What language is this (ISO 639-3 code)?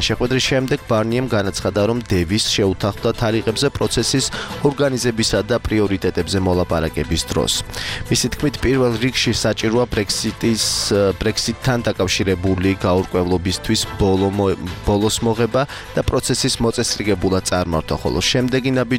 kat